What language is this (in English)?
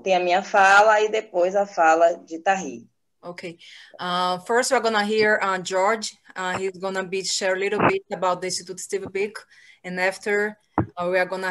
Portuguese